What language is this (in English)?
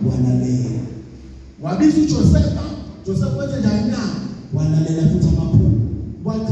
Zulu